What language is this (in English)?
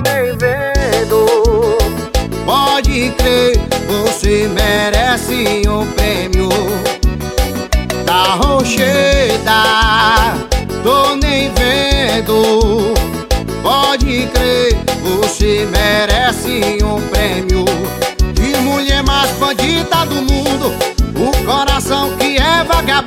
Portuguese